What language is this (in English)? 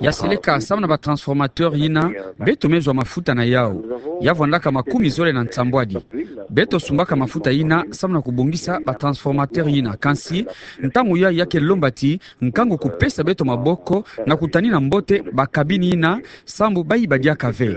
Kituba (Democratic Republic of Congo)